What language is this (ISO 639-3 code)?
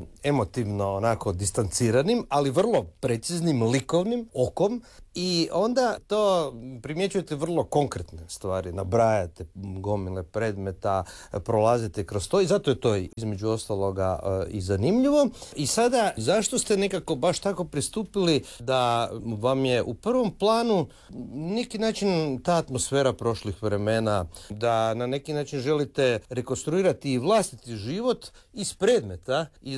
hrv